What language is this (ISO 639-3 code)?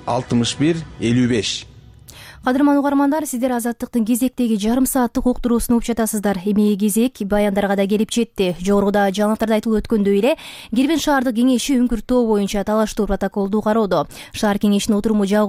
kir